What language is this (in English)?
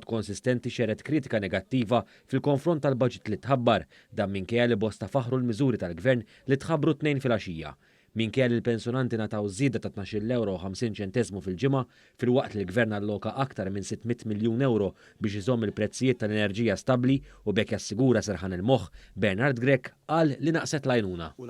Maltese